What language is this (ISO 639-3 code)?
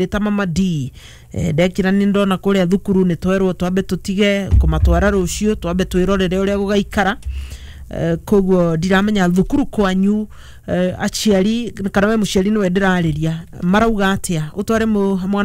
kik